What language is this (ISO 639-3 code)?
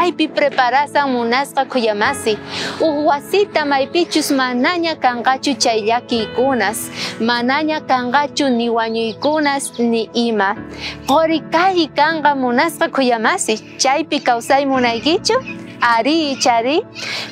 quh